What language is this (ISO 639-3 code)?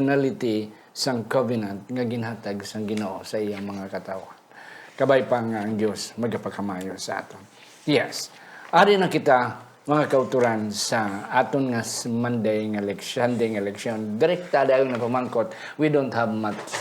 hil